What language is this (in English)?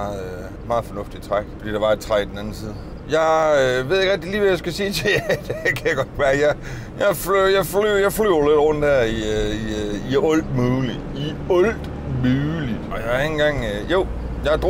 Danish